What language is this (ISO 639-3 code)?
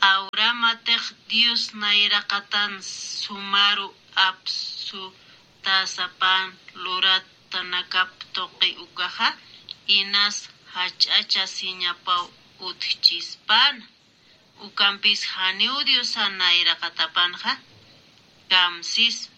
aym